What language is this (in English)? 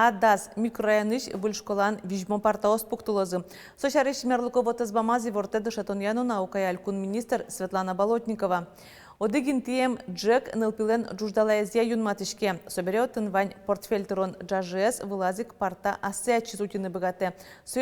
Udmurt